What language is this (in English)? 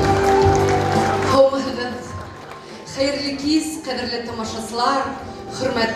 Bashkir